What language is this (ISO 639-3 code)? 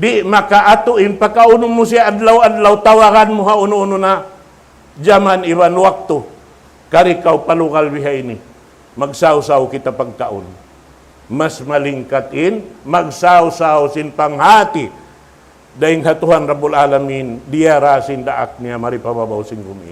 tsg